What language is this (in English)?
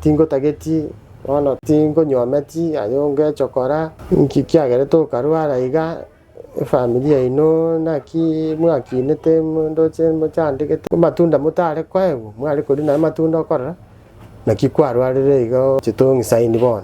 Gusii